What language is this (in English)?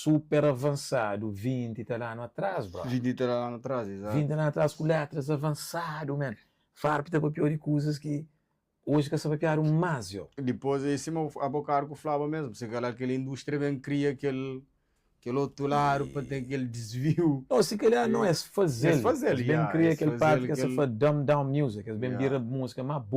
Kabuverdianu